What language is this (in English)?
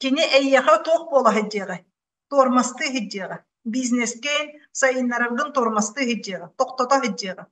Yakut